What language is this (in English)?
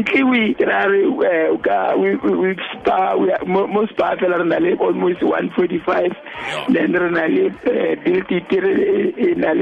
Tswana